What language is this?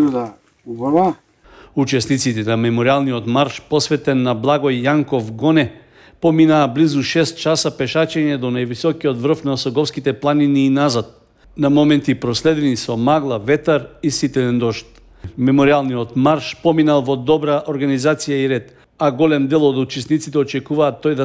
Macedonian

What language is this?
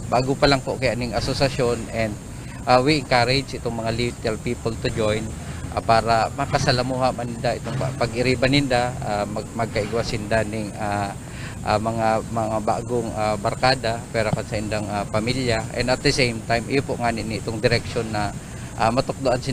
Bikol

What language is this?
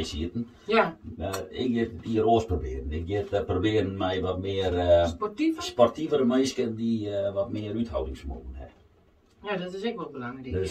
Western Frisian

